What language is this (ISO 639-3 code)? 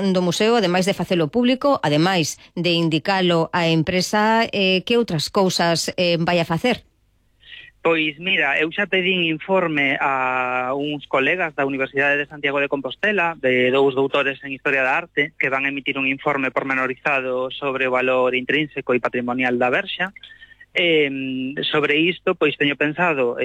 glg